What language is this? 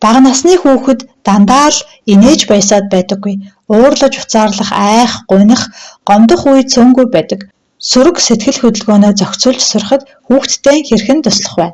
Mongolian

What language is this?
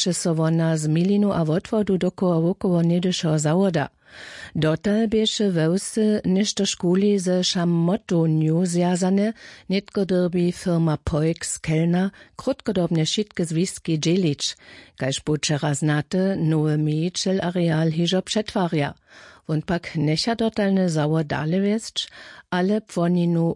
Upper Sorbian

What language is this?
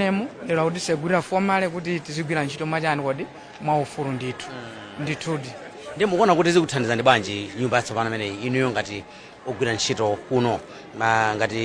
Nyanja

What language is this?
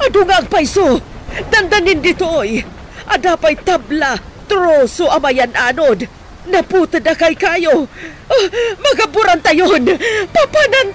Iloko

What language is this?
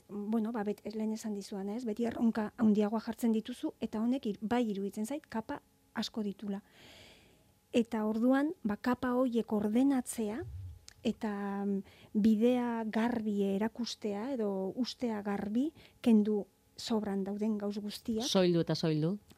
Basque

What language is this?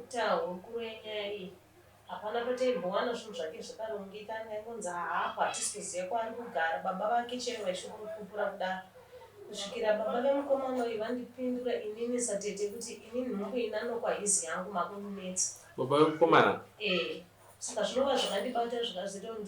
Shona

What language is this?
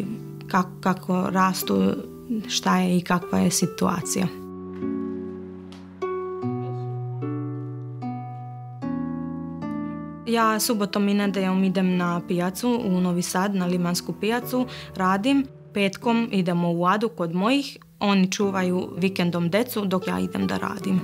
Serbian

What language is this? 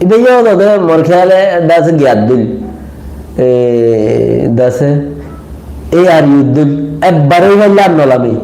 Rohingya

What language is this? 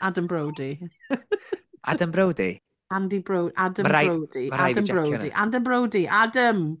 Welsh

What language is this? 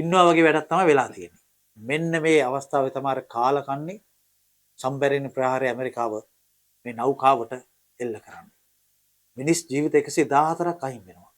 Sinhala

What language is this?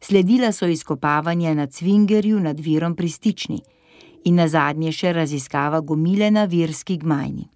Slovenian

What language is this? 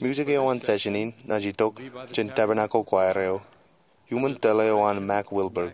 Marshallese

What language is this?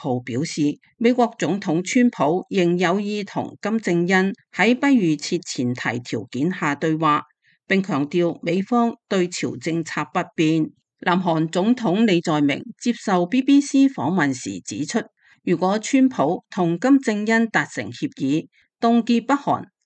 Cantonese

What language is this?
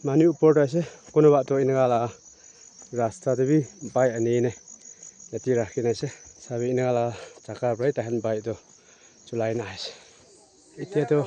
Naga Pidgin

